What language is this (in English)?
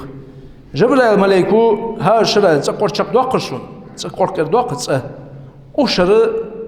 Ingush